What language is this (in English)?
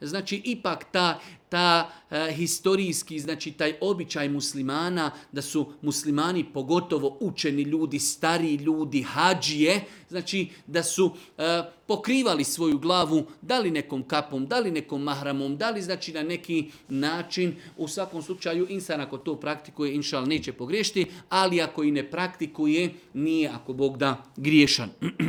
Bosnian